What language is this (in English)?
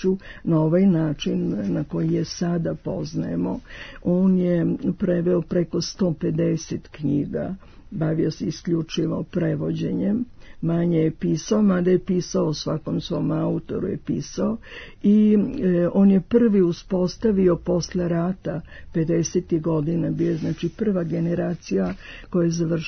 Serbian